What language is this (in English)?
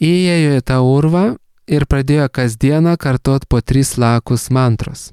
Lithuanian